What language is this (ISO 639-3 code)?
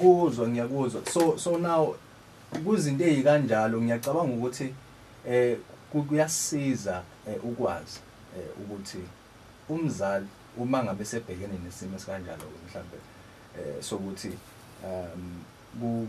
zul